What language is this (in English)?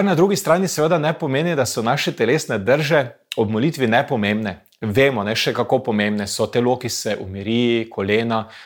Slovenian